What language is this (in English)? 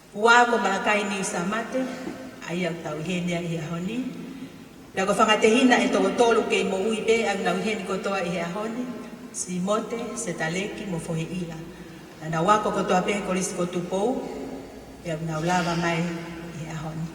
Tongan